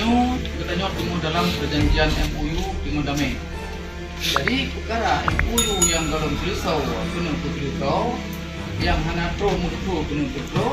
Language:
Achinese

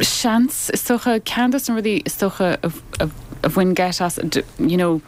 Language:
Irish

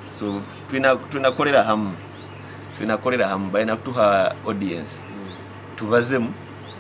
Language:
Nyoro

